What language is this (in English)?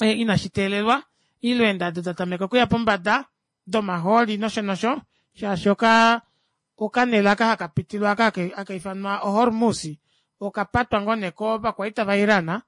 Kuanyama